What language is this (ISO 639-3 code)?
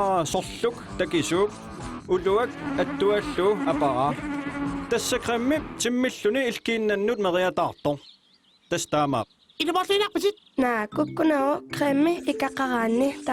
kal